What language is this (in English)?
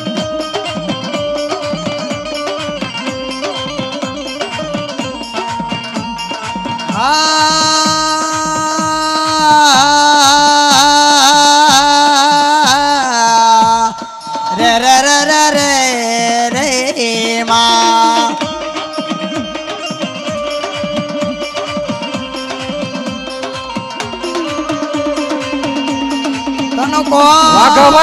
Gujarati